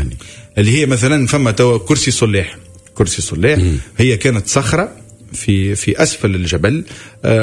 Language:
Tunisian Arabic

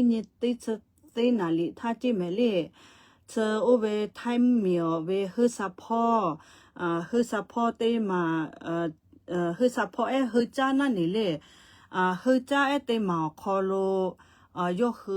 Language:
Lahu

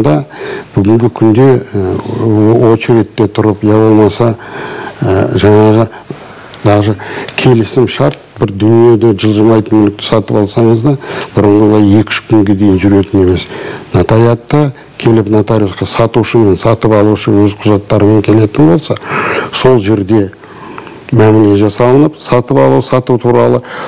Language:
Kazakh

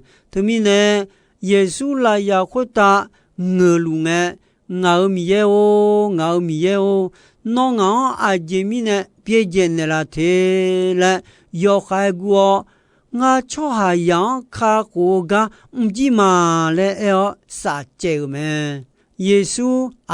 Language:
Akha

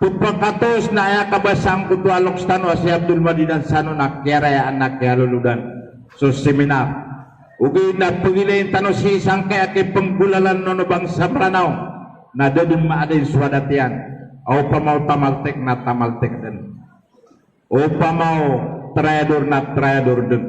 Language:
Maranao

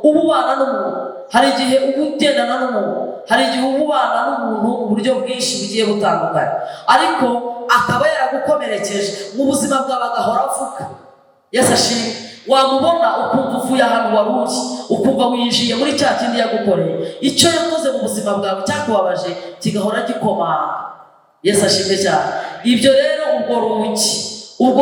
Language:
Kinyarwanda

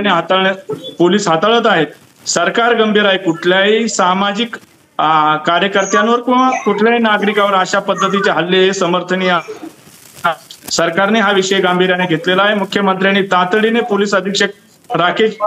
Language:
Marathi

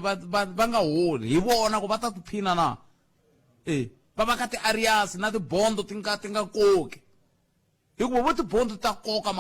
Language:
Tsonga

